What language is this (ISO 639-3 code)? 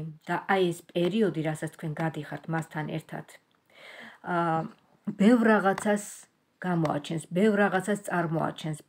kat